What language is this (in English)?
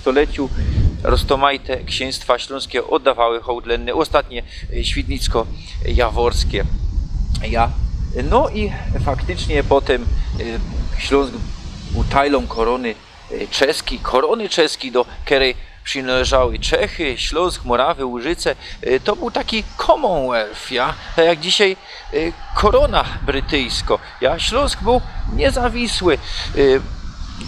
Silesian